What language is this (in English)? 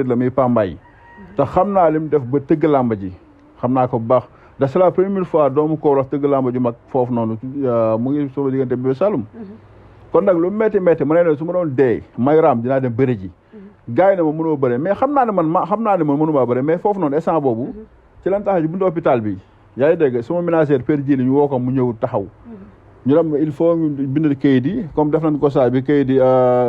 Wolof